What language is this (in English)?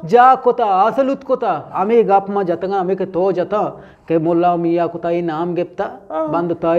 Eastern Balochi